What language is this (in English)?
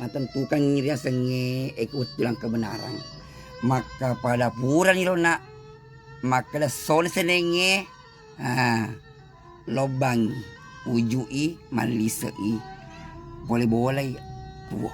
Buginese